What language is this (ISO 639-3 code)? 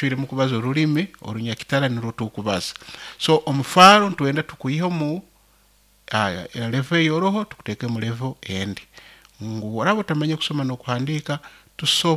nyo